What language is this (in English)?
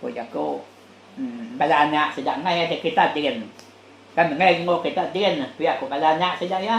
Iban